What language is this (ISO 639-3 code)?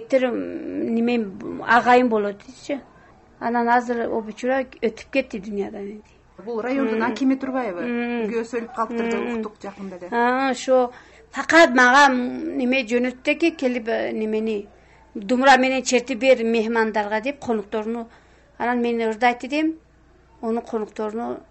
kir